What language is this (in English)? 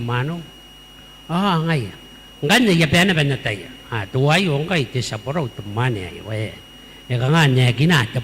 Gilbertese